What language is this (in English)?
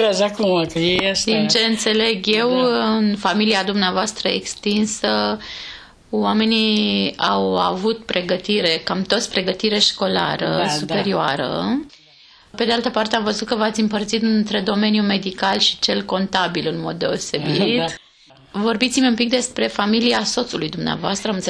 Romanian